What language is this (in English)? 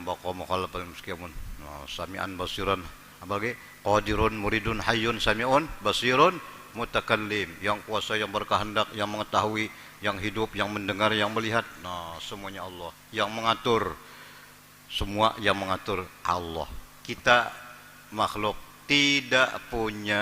Banjar